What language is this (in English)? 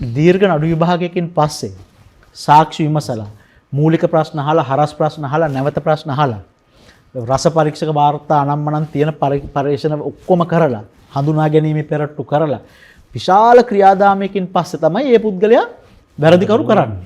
Sinhala